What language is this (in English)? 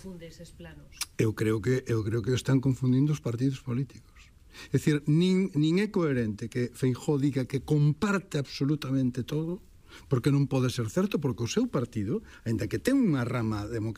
Galician